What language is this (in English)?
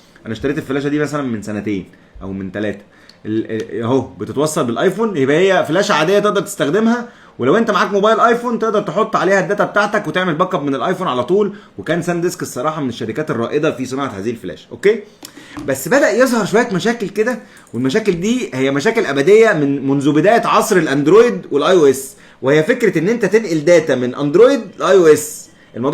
Egyptian Arabic